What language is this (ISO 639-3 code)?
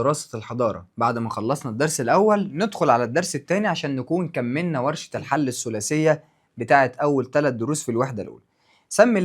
arz